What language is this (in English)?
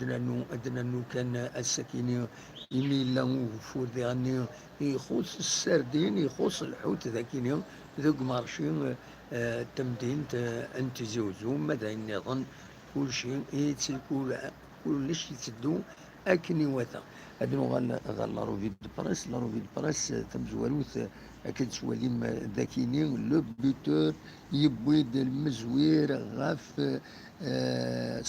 Kabyle